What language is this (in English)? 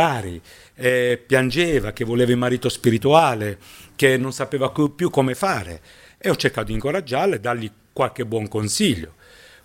Italian